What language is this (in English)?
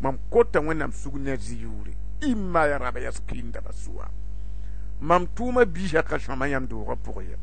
Mossi